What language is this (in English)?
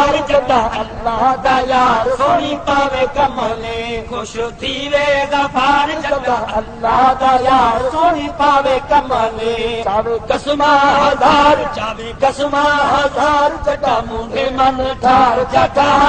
Saraiki